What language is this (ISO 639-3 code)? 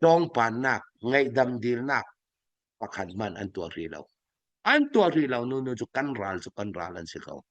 cfm